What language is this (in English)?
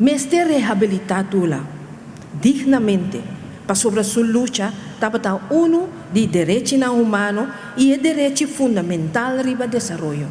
Papiamento